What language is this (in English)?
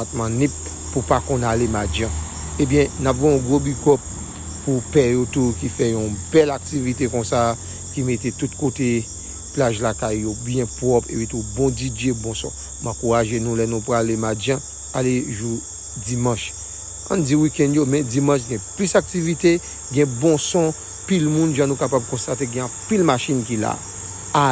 Haitian Creole